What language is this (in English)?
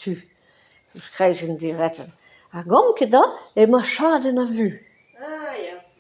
Breton